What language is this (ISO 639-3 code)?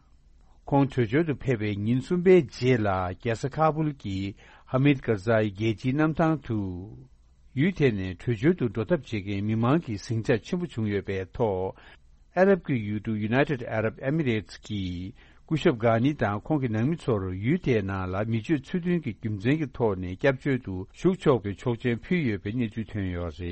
bod